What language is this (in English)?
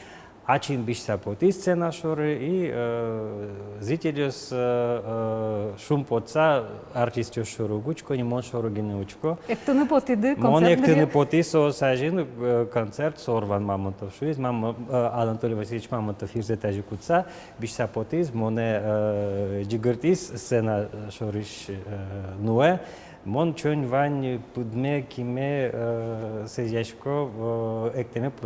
Udmurt